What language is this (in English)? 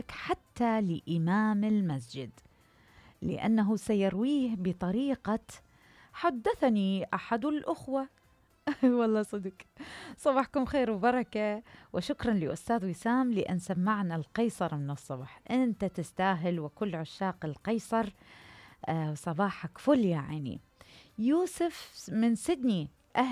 Mesopotamian Arabic